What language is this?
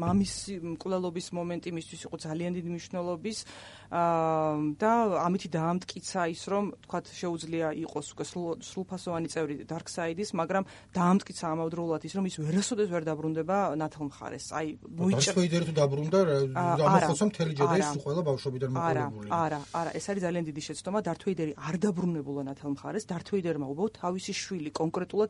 Georgian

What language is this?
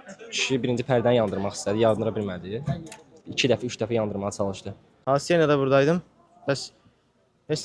Azerbaijani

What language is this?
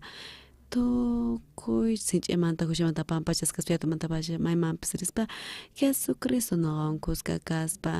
South Bolivian Quechua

